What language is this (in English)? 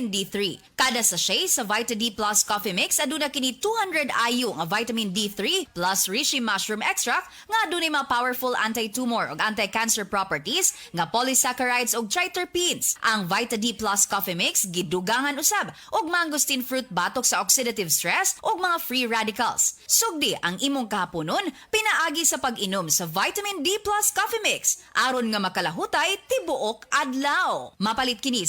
Cebuano